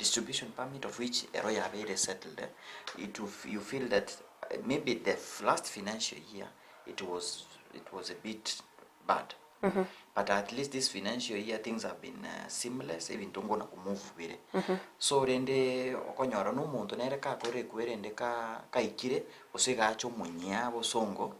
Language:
Gusii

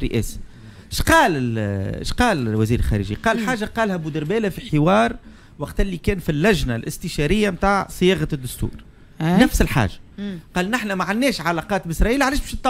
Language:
Tunisian Arabic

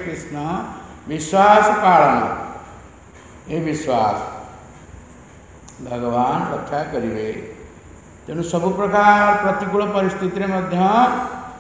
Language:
Odia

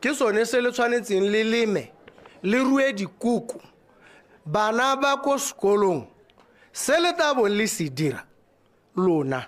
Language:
Tswana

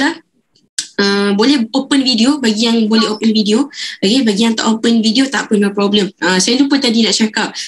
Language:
Malay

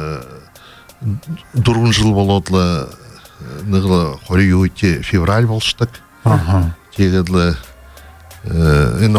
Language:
Buriat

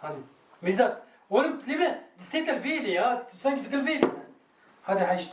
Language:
Kurdish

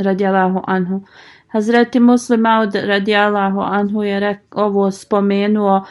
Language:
Bosnian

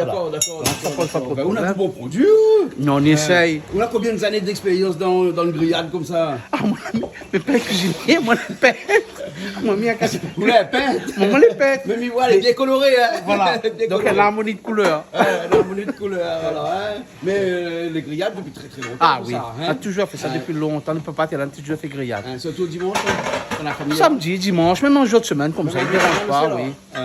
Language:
Réunion Creole French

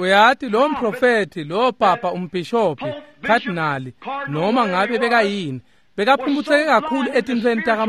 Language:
Swati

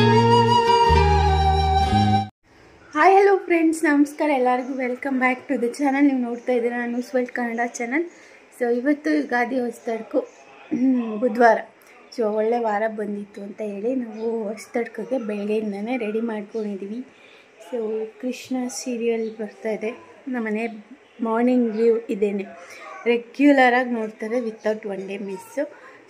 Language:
Kannada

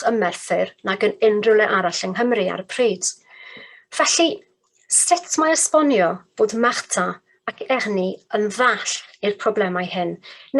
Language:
Welsh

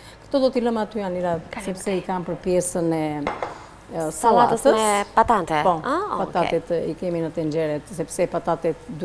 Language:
Albanian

